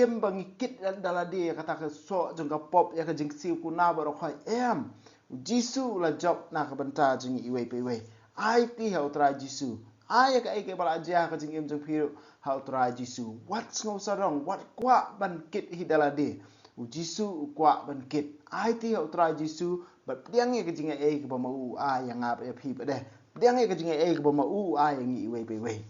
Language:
Khasi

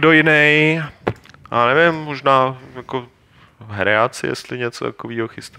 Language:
Czech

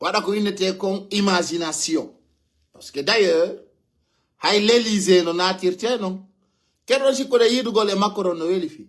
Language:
Fula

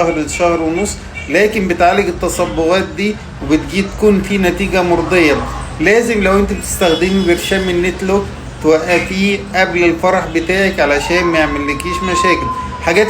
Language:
Egyptian Arabic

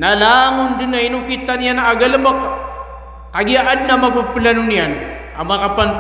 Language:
Maranao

